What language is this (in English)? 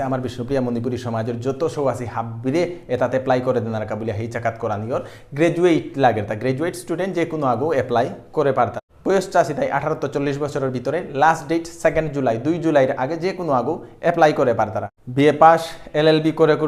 Bishnupriya